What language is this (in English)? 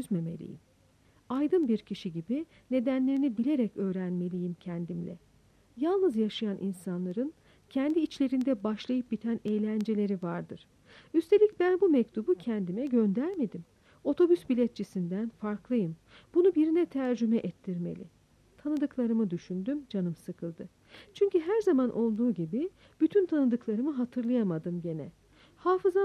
Turkish